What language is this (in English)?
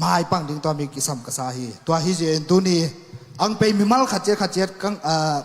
Tedim Chin